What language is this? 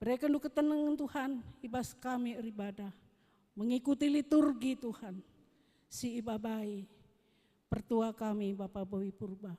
Batak Karo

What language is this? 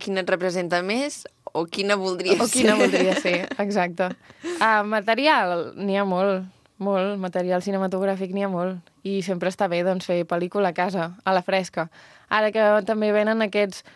Catalan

